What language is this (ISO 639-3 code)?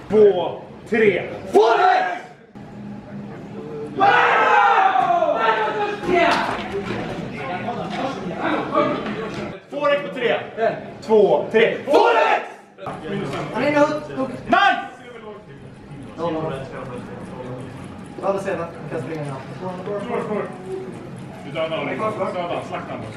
swe